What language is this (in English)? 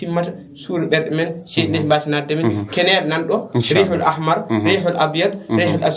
Fula